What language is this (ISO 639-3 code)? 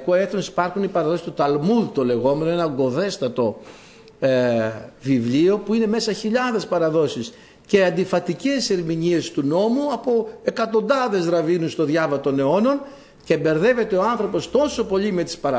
ell